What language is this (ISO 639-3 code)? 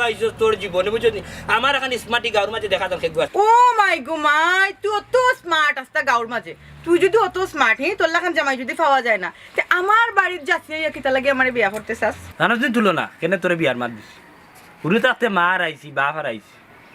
syl